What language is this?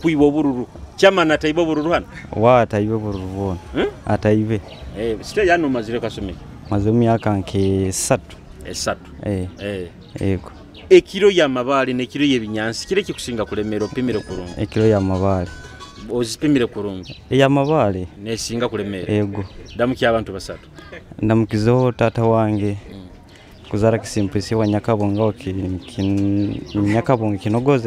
Nyoro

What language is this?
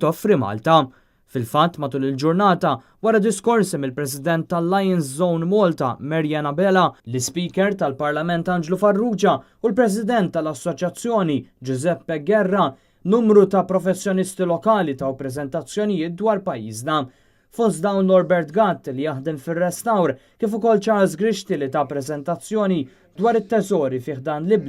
Maltese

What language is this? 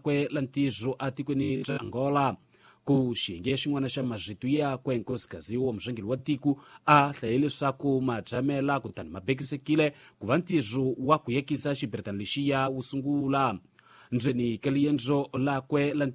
Tsonga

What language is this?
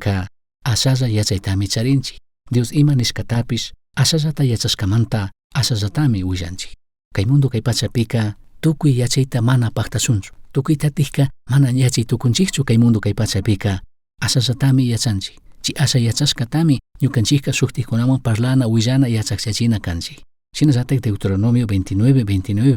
Chimborazo Highland Quichua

